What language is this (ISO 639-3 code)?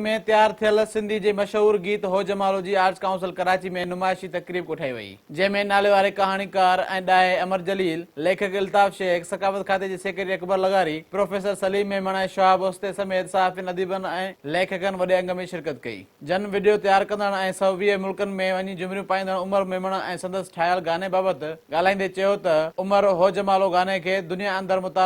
snd